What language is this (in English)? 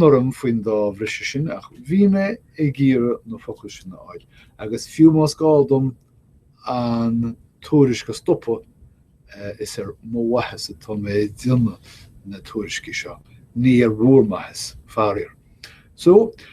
Irish